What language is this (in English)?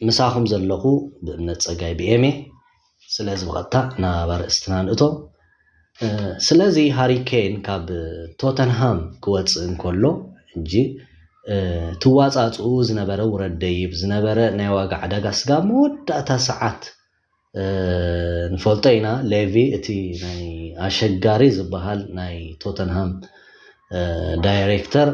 Tigrinya